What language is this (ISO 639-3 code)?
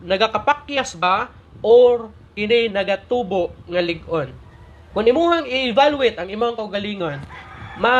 ceb